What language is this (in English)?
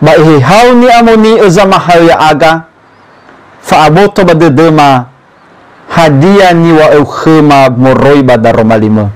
Nias